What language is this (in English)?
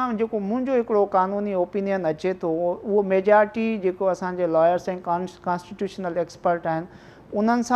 Sindhi